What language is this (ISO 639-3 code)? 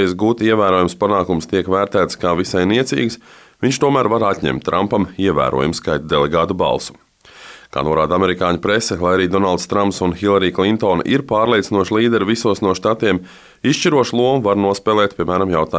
lav